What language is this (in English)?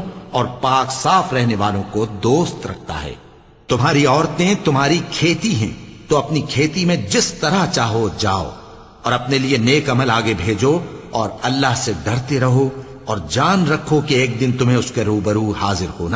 Urdu